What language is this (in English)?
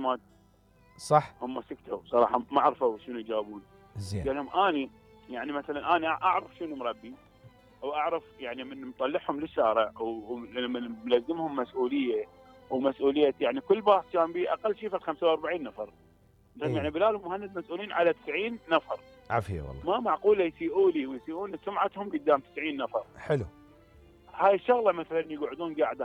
Mesopotamian Arabic